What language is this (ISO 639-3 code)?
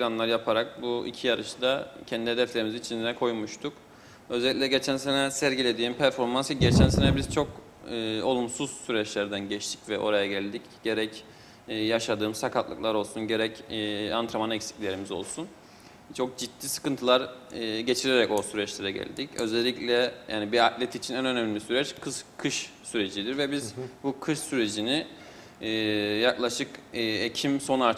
tur